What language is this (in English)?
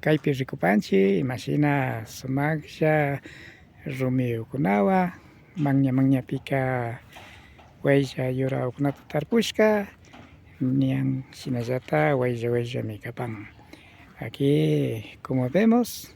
Imbabura Highland Quichua